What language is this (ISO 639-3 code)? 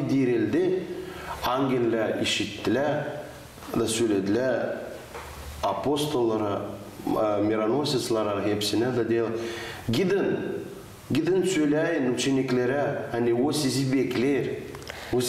gag